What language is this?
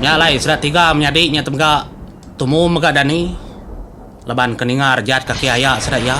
Iban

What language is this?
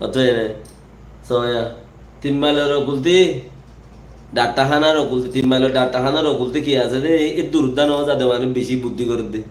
Rohingya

